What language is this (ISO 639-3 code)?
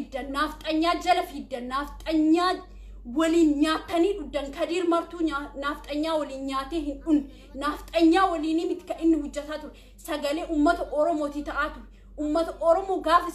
orm